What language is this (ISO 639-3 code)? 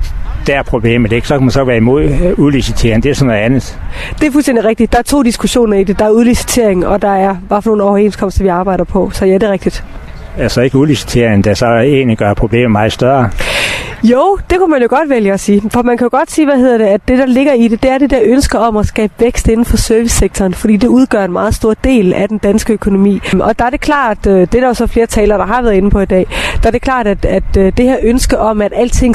dan